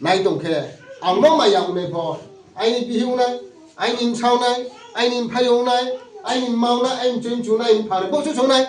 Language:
Riang (India)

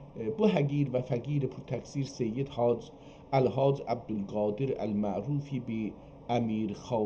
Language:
South Azerbaijani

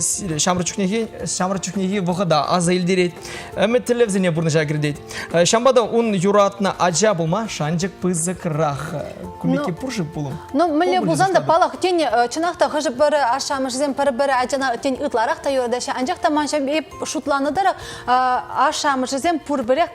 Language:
Chuvash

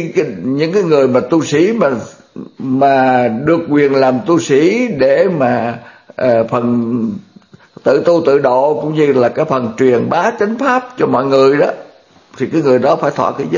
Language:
Vietnamese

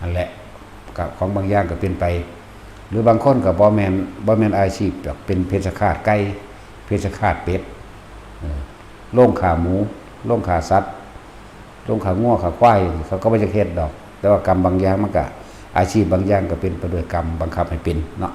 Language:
Northeastern Thai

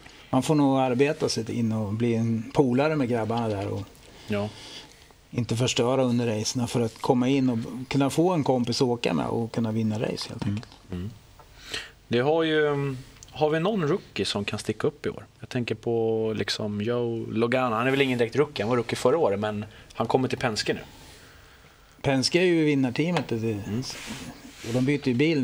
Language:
Swedish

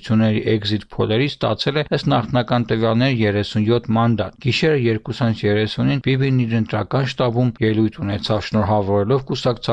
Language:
Armenian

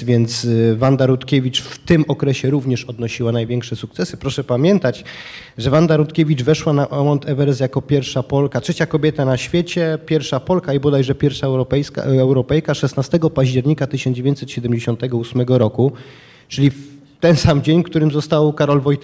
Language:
Polish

